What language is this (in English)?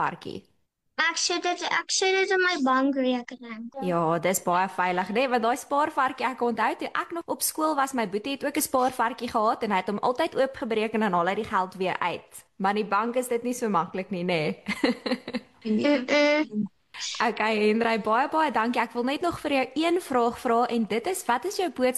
Afrikaans